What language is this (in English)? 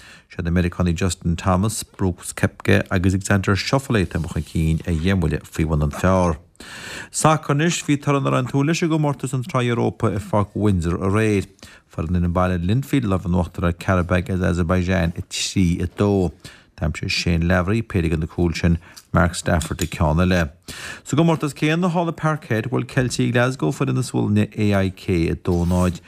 Irish